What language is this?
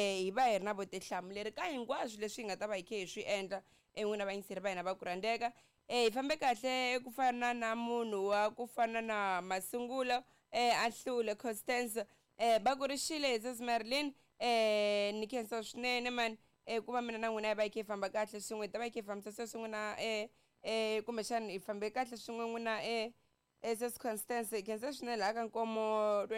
Tsonga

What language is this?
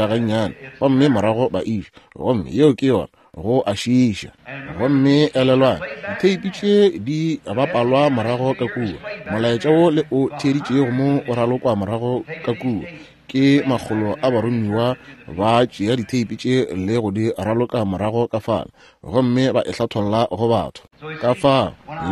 Northern Sotho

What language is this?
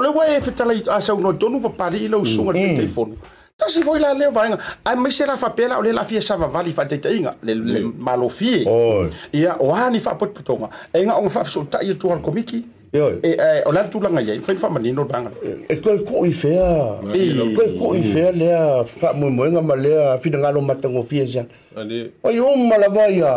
Samoan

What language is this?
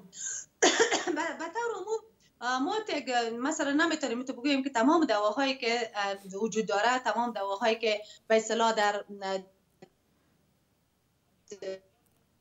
Persian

